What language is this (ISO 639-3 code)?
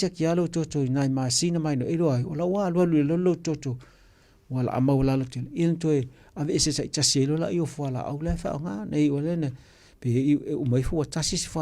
smo